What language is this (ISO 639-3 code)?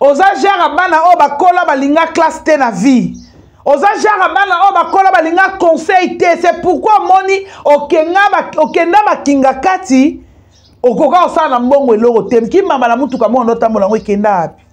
lin